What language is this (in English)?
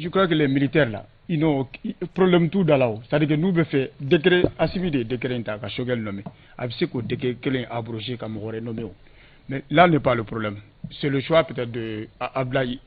Bambara